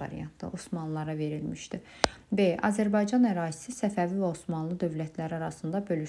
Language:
Azerbaijani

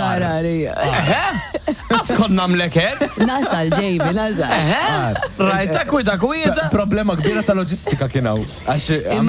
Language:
Maltese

